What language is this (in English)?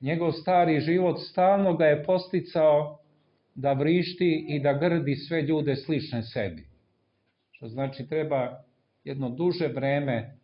Serbian